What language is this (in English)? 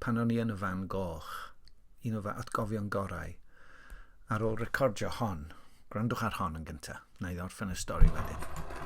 Welsh